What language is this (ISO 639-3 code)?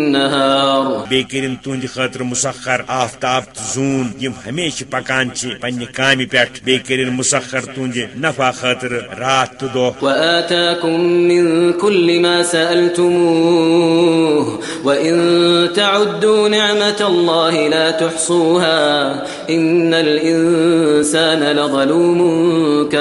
kas